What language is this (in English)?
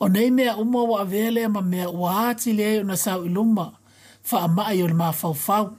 Samoan